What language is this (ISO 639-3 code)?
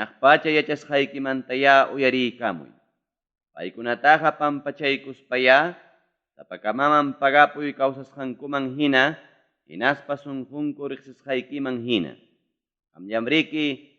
quy